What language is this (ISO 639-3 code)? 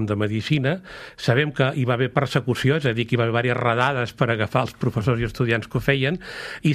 cat